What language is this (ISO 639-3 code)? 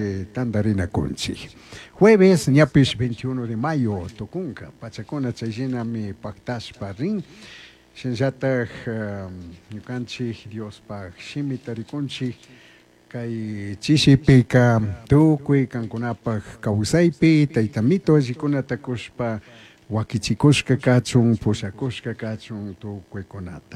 qug